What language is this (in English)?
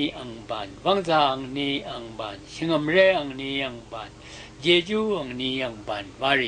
Rawang